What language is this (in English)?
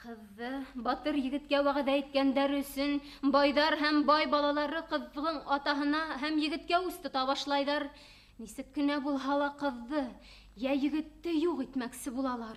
Bashkir